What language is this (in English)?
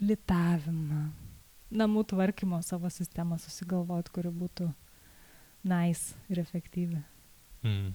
Lithuanian